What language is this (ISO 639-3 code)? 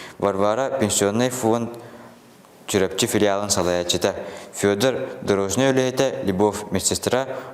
sah